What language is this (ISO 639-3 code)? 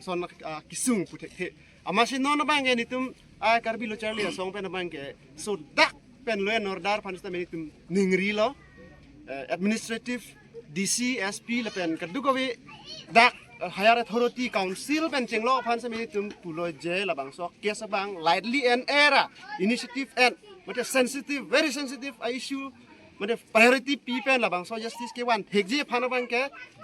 mjw